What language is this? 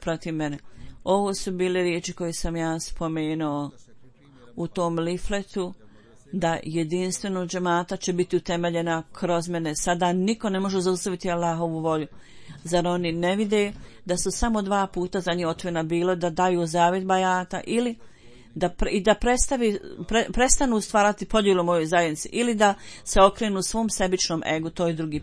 Bosnian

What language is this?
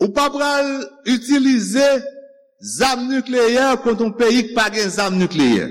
Haitian Creole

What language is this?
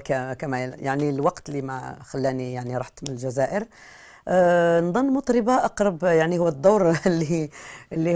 Algerian Arabic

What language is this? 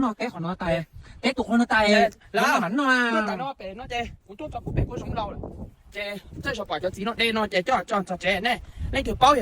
Hmong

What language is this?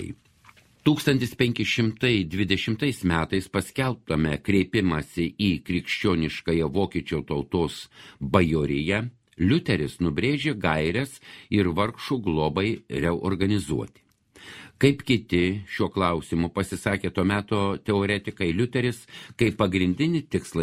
Lithuanian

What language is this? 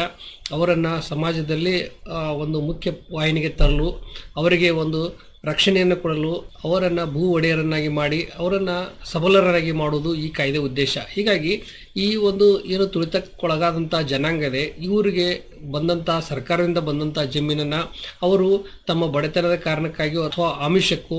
Kannada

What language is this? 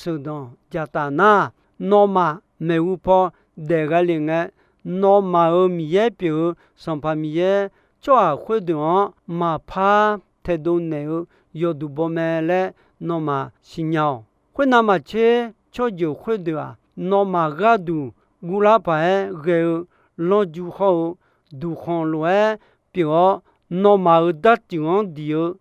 Akha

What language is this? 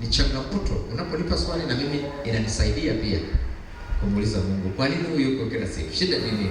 Swahili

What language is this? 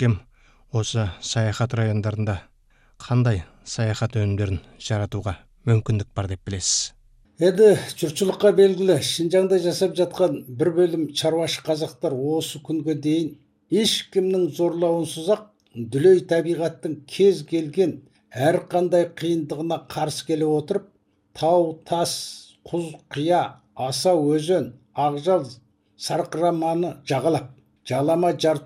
Kazakh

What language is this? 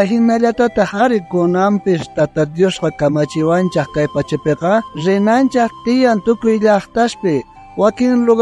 South Bolivian Quechua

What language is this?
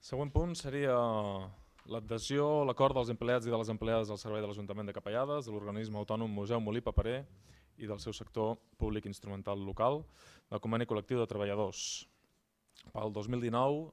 Catalan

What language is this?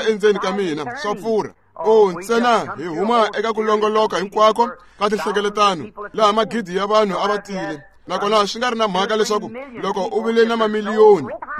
Tsonga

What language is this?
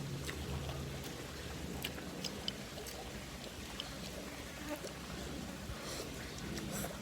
Lao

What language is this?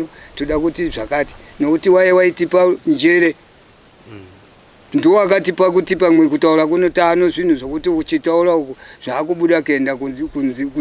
Shona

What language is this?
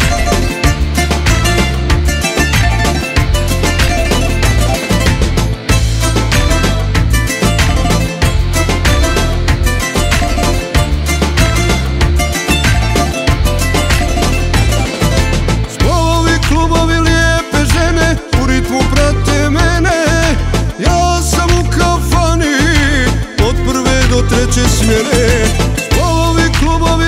Croatian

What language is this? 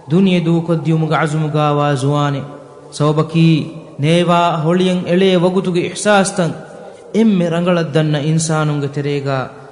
Divehi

